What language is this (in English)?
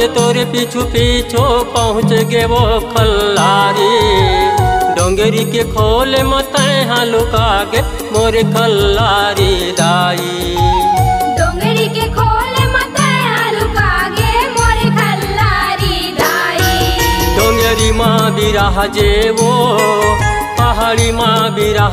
Chhattisgarhi